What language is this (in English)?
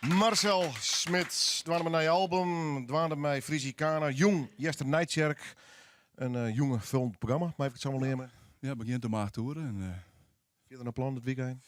Western Frisian